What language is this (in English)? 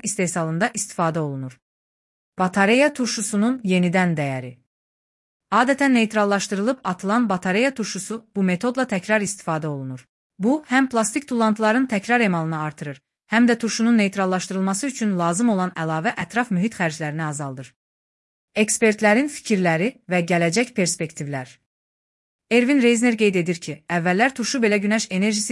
Azerbaijani